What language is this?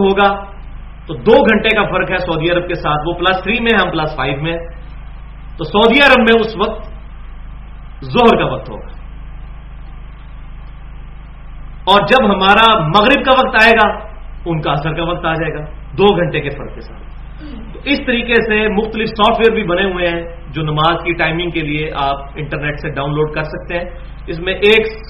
Urdu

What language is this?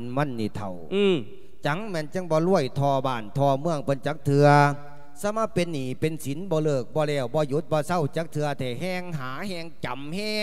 Lao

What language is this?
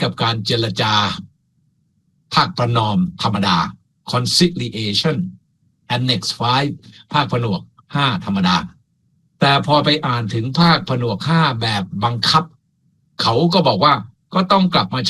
Thai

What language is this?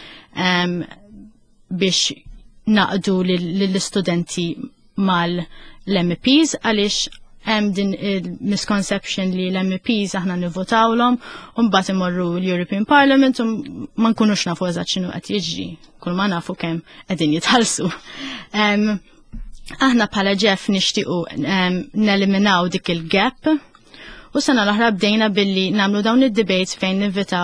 Maltese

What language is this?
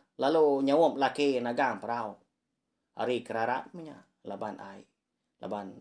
Iban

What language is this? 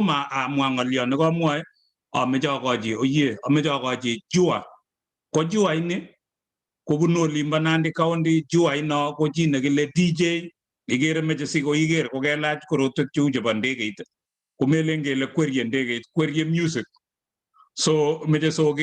Kalenjin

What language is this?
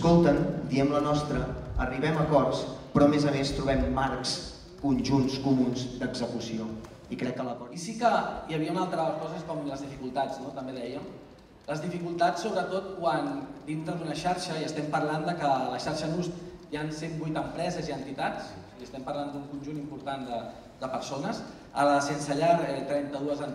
Catalan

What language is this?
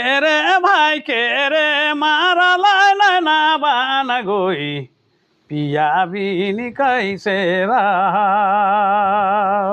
Sadri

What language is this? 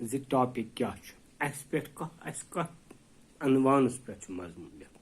Kashmiri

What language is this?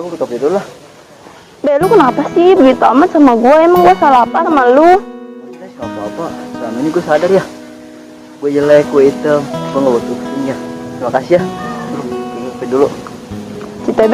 Betawi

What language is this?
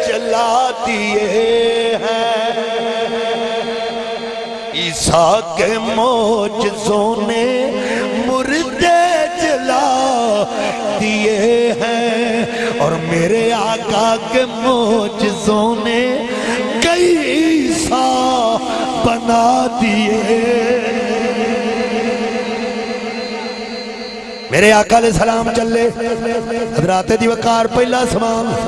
Urdu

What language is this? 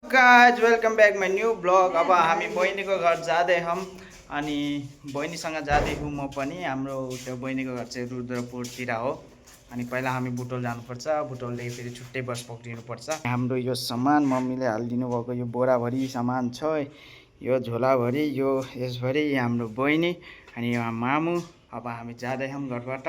Nepali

